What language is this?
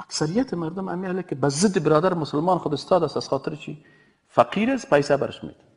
Persian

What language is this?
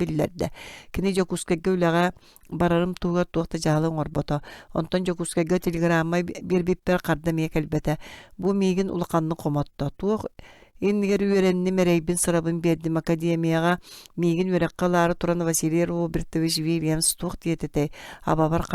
Yakut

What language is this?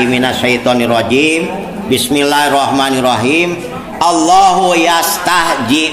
Sundanese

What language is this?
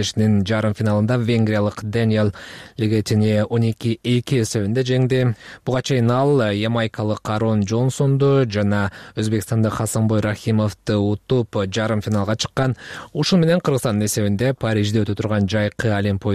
Kyrgyz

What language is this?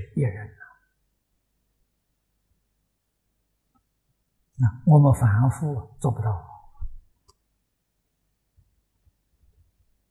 Chinese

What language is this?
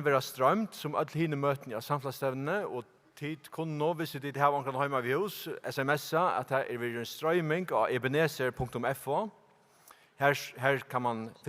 Faroese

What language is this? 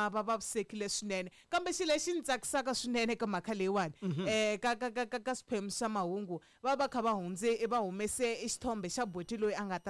Tsonga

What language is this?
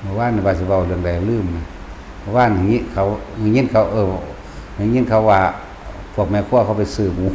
Northeastern Thai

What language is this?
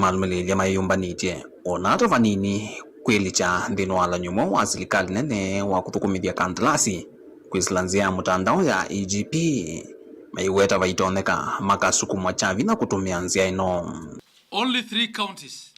Kamba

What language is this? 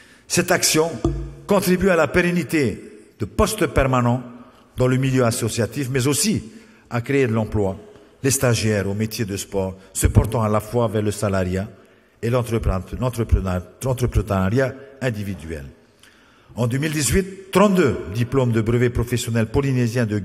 French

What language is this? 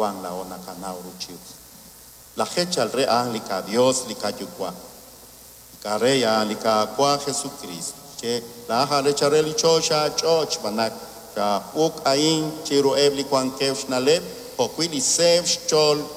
Kekchí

